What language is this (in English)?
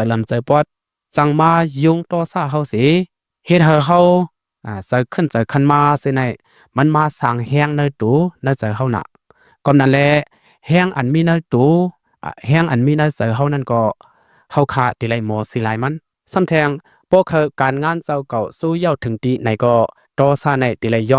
Shan